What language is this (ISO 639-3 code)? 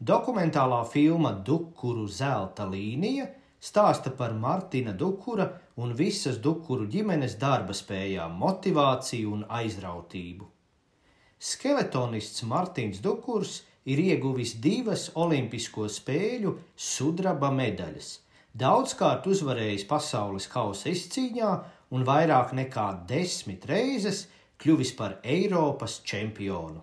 lav